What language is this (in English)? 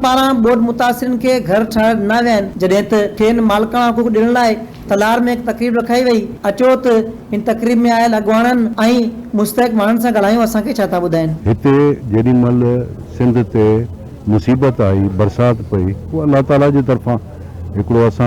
Sindhi